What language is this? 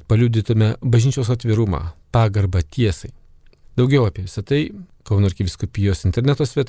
Lithuanian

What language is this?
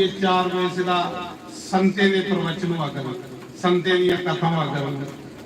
Dogri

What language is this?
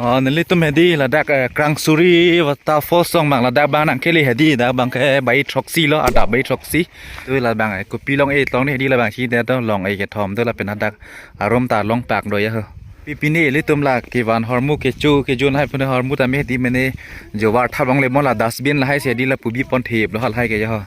Karbi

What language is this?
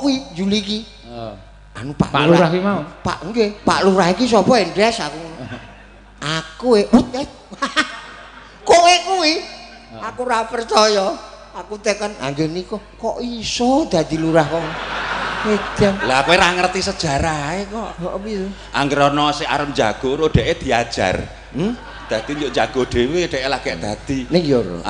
Javanese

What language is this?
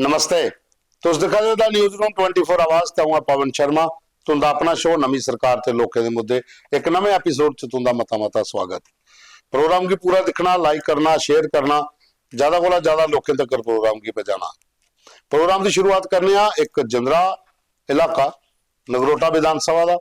Dogri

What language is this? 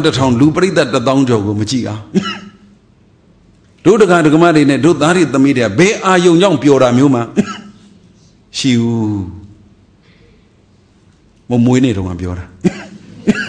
Burmese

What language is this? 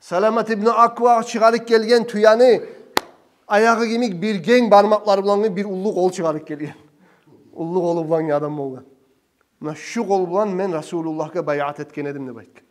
Kumyk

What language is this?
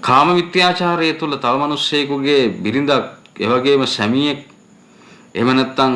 Sinhala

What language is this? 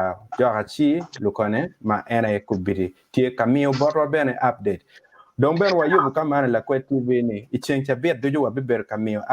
Acoli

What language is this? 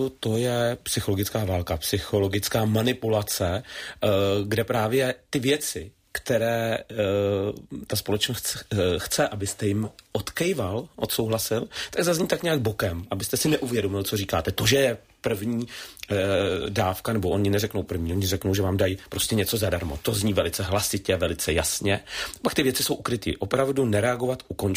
Czech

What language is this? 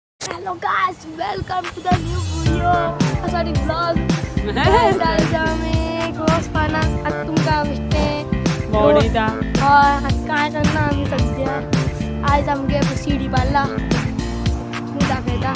Konkani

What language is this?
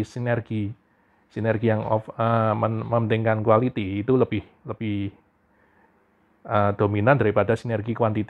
Indonesian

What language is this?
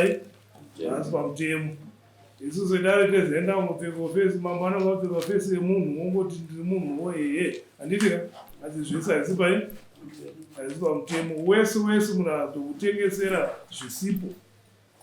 Shona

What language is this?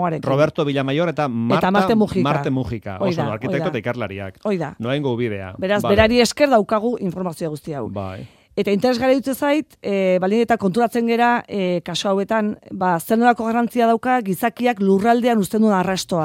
Basque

